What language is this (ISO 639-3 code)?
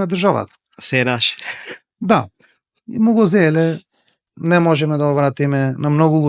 mkd